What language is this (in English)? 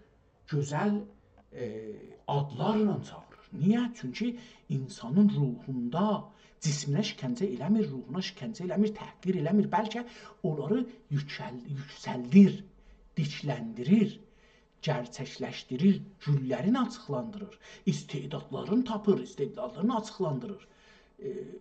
South Azerbaijani